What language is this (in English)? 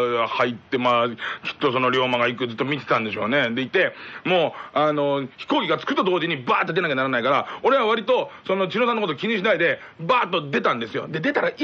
Japanese